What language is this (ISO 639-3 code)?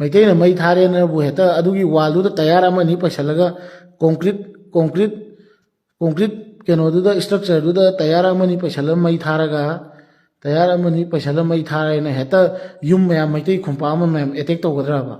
mni